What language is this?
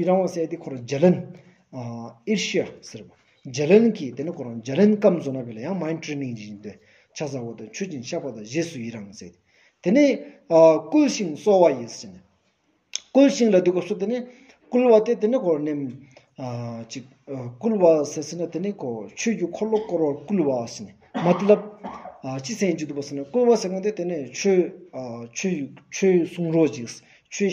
Stod Bhoti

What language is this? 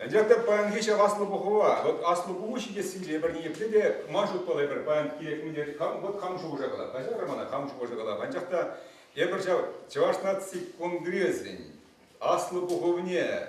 Chuvash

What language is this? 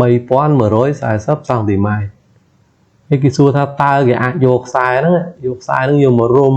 Khmer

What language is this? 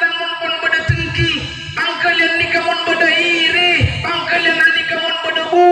Madurese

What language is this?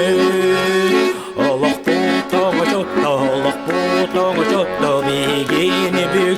Yakut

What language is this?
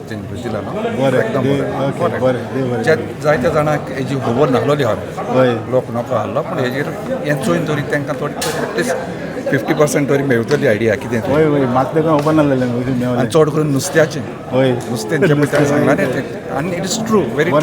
Konkani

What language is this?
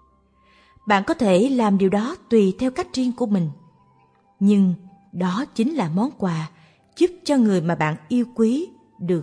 Vietnamese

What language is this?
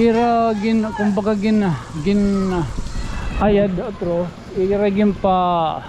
Waray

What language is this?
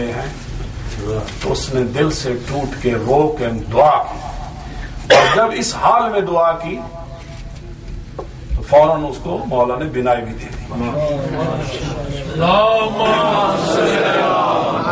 Urdu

